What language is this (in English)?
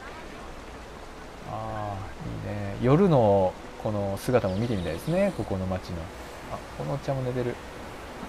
Japanese